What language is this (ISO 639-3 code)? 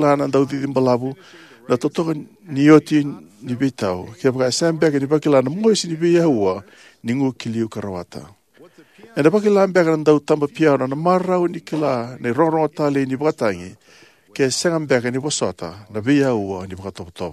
fij